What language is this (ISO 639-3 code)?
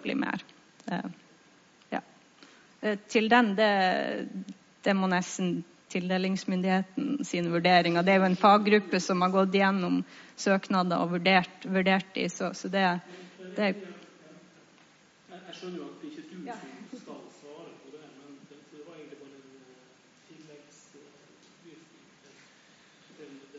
nor